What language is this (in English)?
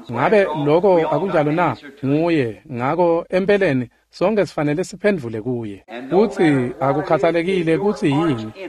Swati